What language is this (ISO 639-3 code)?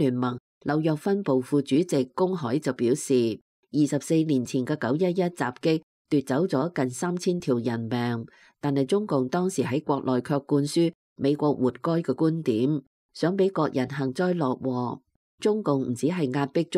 yue